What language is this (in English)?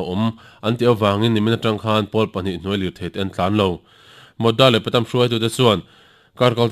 Mizo